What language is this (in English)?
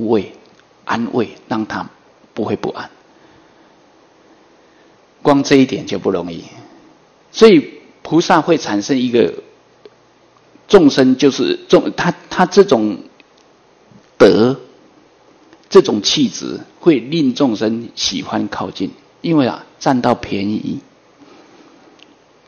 Chinese